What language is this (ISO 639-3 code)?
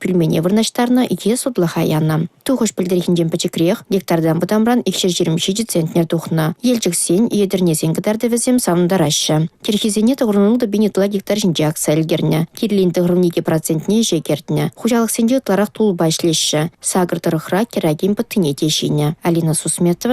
chv